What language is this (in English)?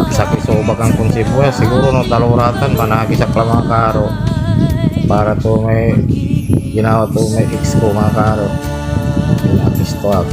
Pangasinan